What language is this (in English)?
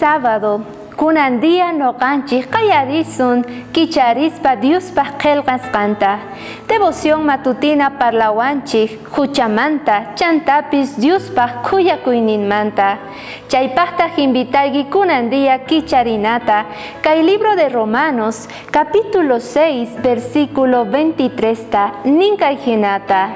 South Bolivian Quechua